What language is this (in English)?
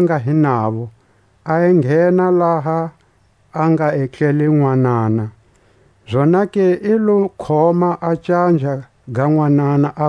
Tswa